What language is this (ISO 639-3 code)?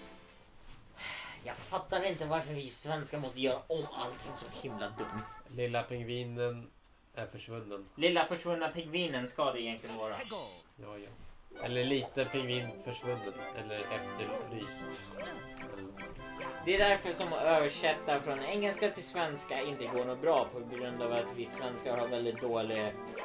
swe